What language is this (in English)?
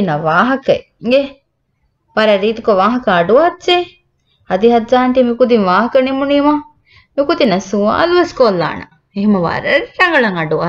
Divehi